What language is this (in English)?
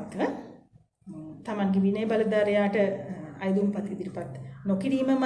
Sinhala